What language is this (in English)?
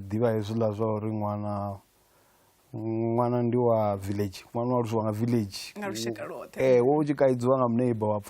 Venda